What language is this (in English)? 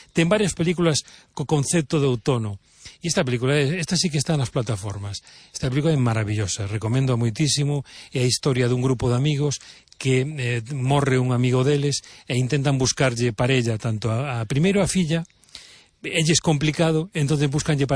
Galician